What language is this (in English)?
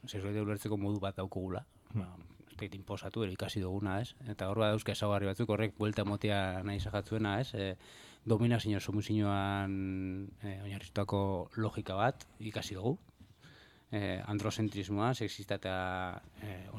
Basque